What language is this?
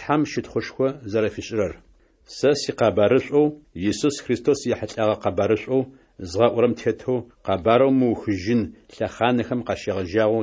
Adyghe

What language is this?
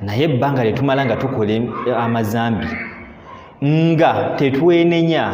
Ganda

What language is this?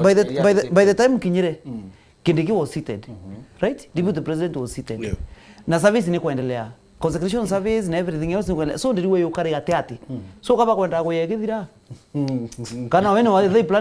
Meru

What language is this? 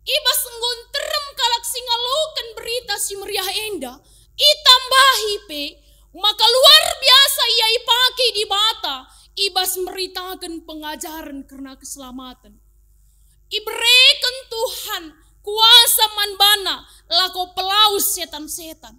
Batak Karo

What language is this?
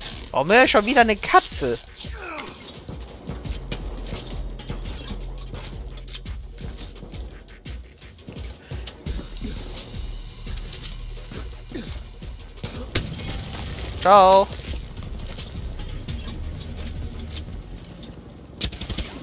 German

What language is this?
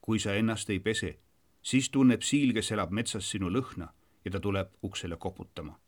Estonian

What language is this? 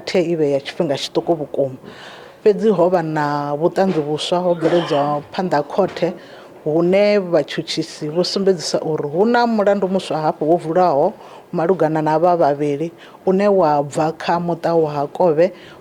Venda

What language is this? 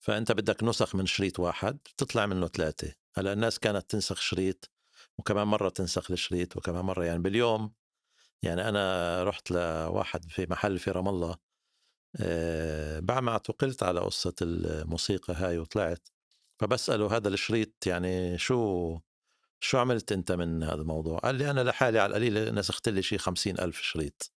North Levantine Arabic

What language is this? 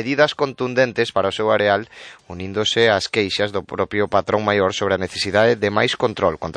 Galician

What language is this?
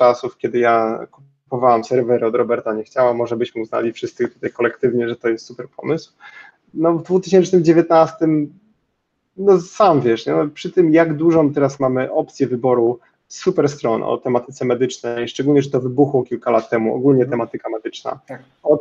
Polish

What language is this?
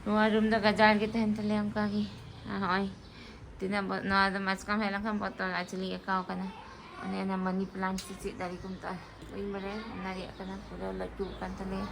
Santali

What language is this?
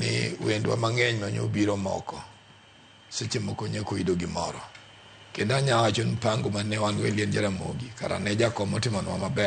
Luo (Kenya and Tanzania)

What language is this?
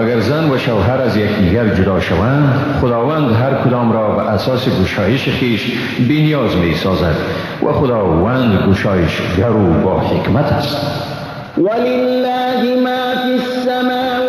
Persian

